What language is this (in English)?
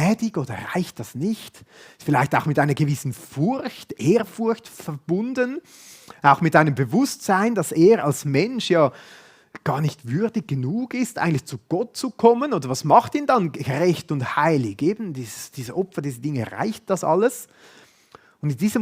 Swiss German